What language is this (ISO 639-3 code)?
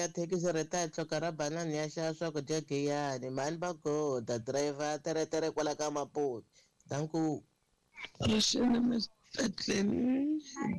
tso